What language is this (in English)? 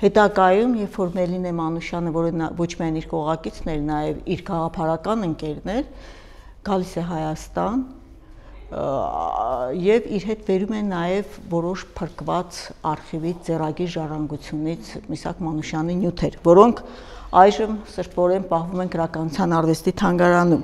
Armenian